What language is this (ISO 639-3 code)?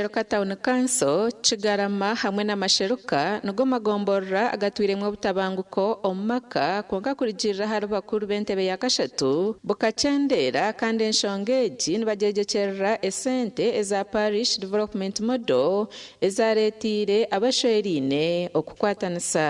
nyn